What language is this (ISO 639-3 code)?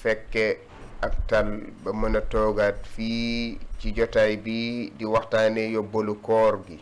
wol